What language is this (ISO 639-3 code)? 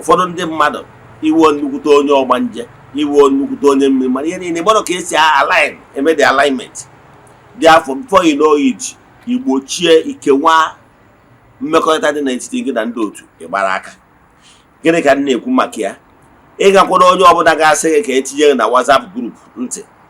ibo